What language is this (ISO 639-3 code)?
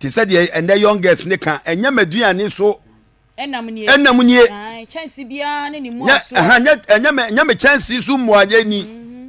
aka